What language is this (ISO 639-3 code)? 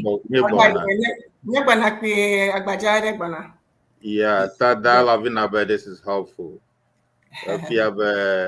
ewe